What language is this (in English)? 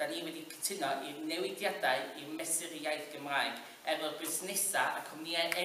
Welsh